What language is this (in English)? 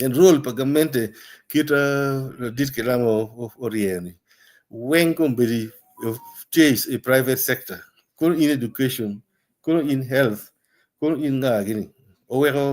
Acoli